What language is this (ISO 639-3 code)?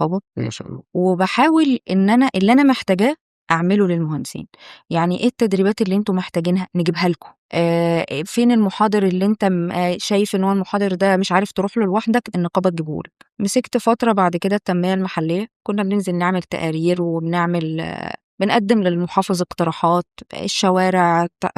arz